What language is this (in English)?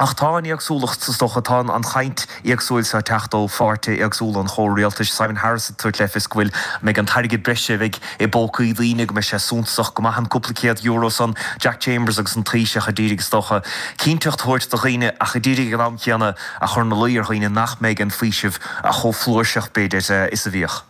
Irish